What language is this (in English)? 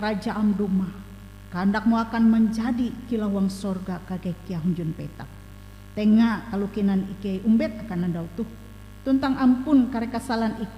Ngaju